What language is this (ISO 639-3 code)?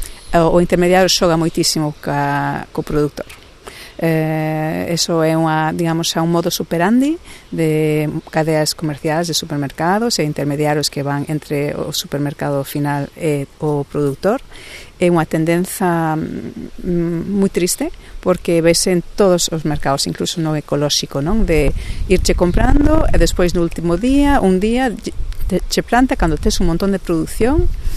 glg